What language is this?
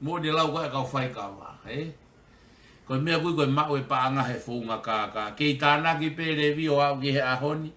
Tongan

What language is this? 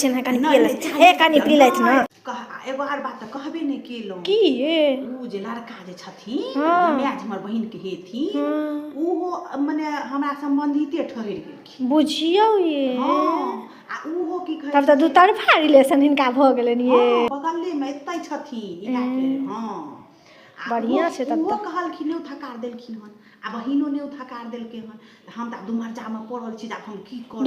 Maithili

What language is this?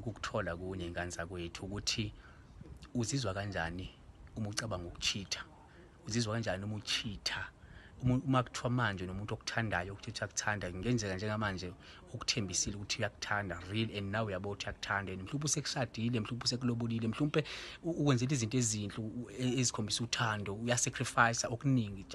Zulu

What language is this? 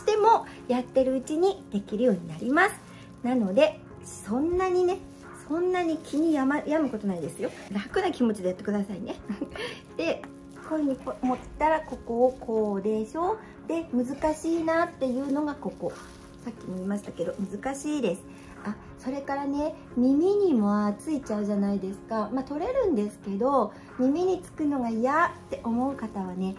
Japanese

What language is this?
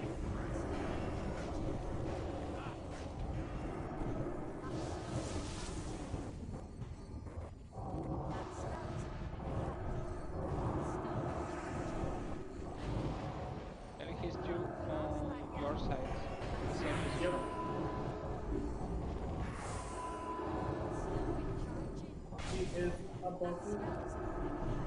English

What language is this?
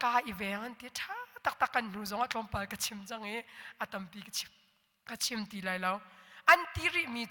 Hakha Chin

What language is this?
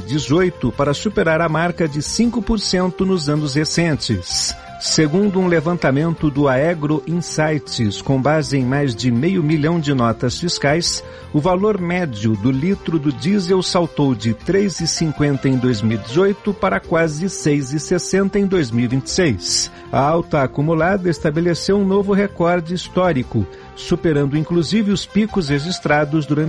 Portuguese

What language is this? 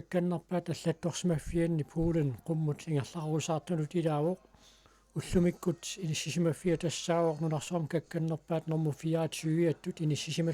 Kalaallisut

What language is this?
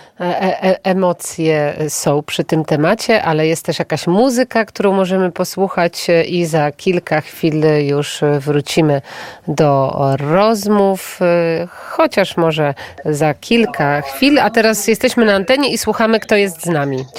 Polish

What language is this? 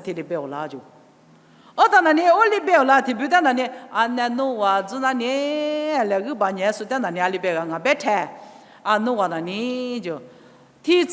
Lisu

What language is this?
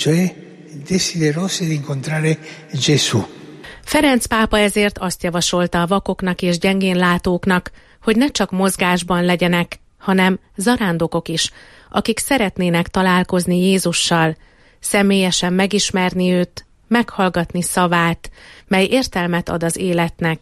Hungarian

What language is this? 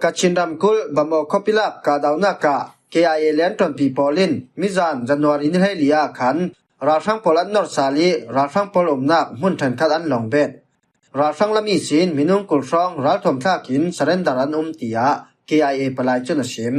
Falam Chin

